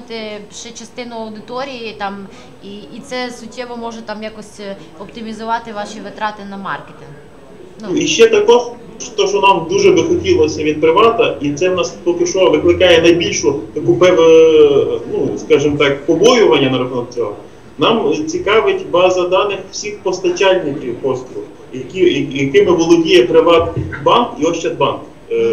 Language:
Ukrainian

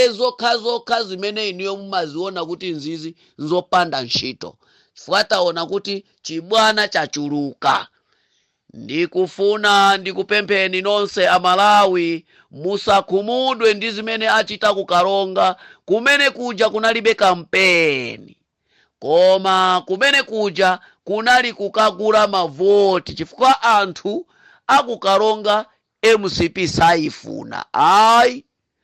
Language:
Nyanja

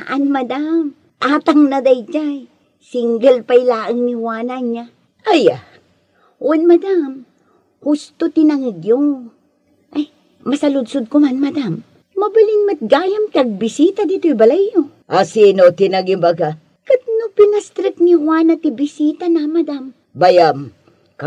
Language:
Iloko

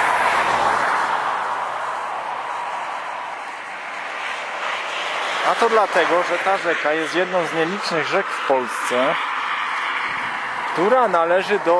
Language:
Polish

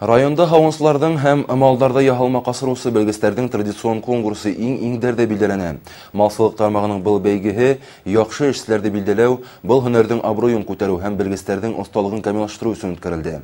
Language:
Bashkir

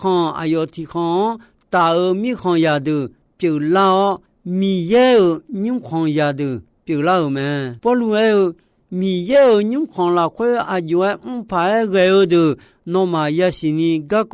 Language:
Akha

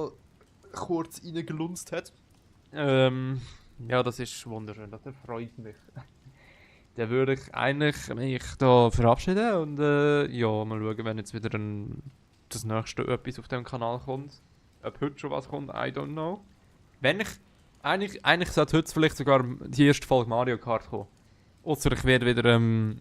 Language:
Swiss German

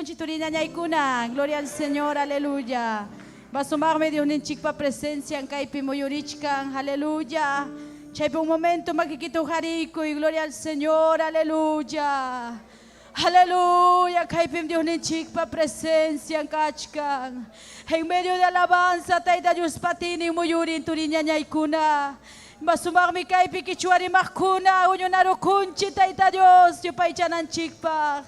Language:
Ayacucho Quechua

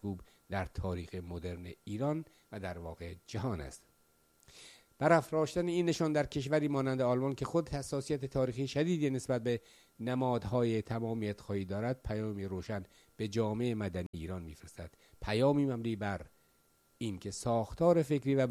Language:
Persian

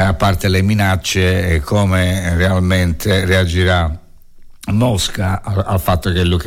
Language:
Italian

